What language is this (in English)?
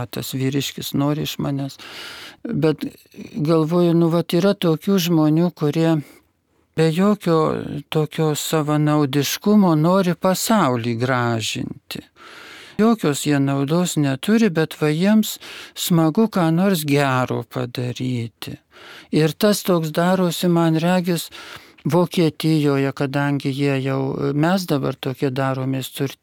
Lithuanian